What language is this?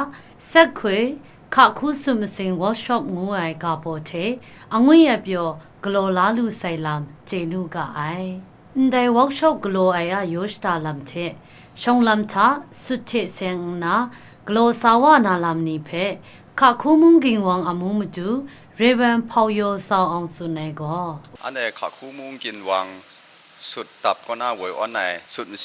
Kachin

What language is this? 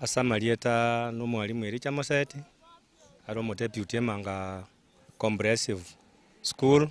Gusii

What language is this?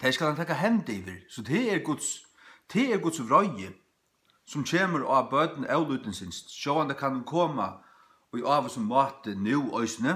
Faroese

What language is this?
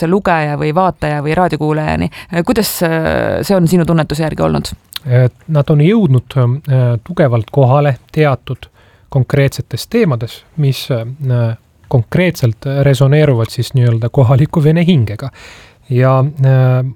Estonian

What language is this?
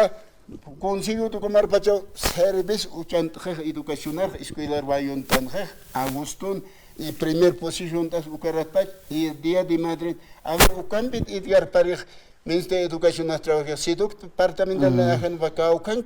Aymara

